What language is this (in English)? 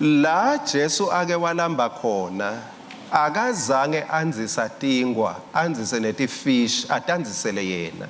Swati